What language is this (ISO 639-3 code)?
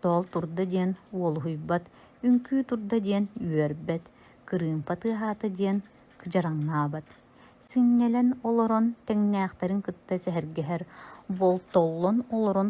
sah